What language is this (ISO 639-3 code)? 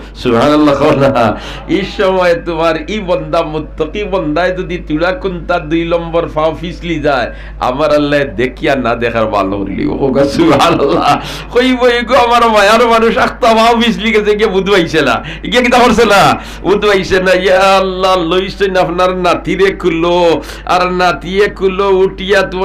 syl